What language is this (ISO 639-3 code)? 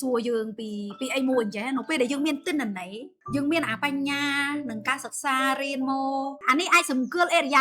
khm